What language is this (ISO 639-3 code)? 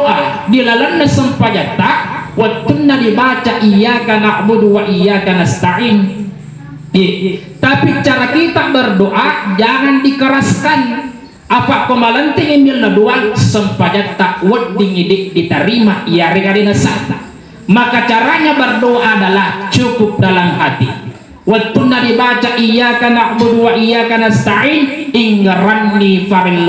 bug